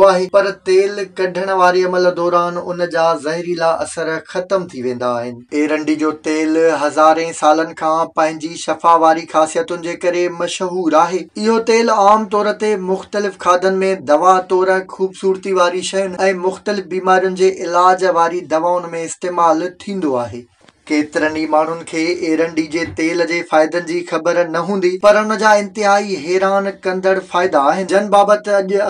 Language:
Sindhi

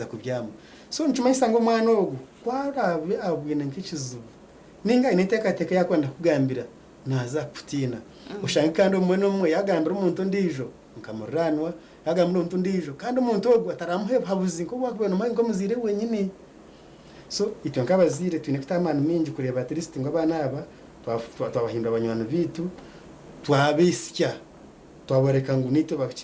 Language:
Nyankole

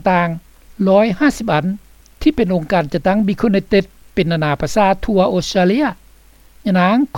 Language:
Lao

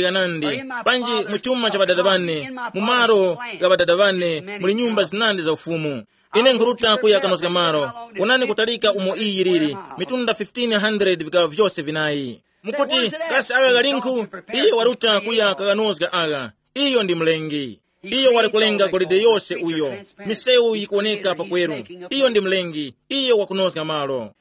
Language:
Tumbuka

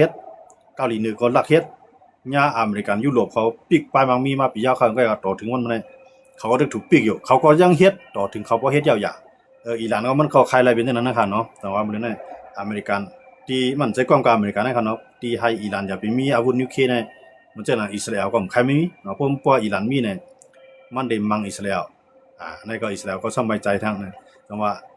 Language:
Shan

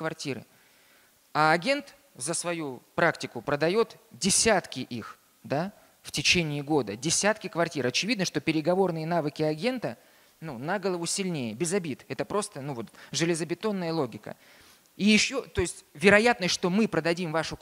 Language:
Russian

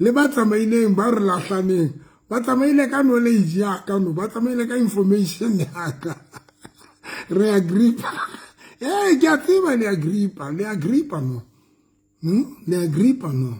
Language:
Southern Sotho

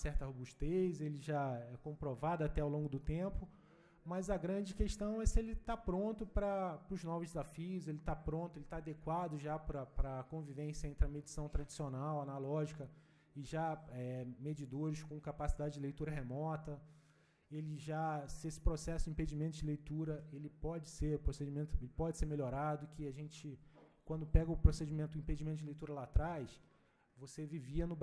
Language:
Portuguese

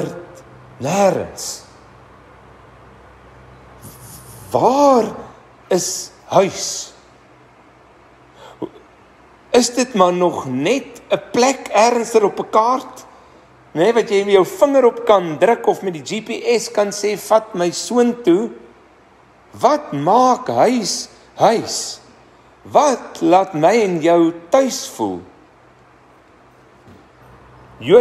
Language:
Afrikaans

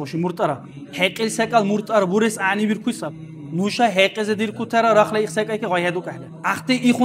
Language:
Dargwa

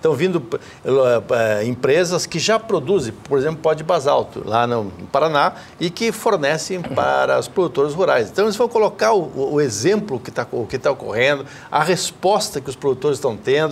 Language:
Portuguese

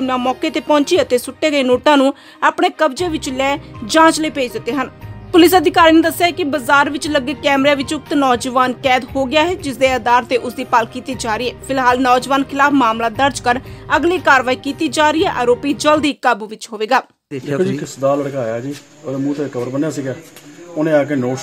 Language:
Punjabi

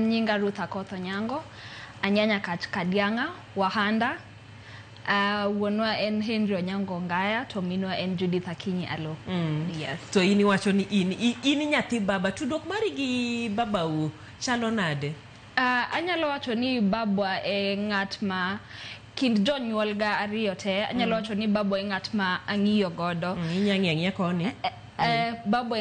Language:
Luo (Kenya and Tanzania)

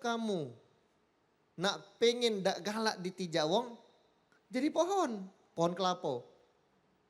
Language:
Musi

